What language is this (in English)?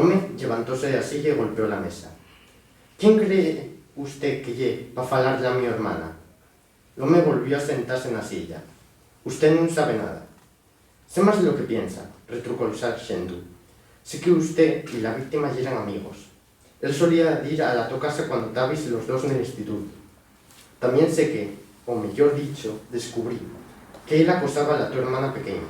Asturian